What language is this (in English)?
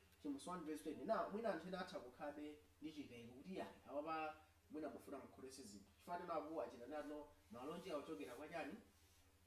Nyanja